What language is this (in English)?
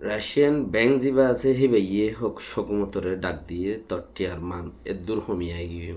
Rohingya